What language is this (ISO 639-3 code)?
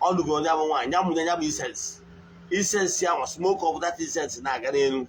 ibo